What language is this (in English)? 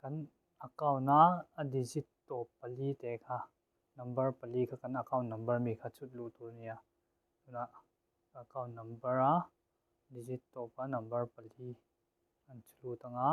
Mizo